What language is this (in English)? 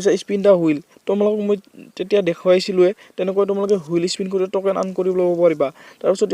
Assamese